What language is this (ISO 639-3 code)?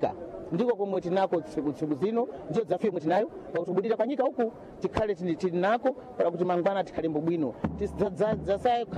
seh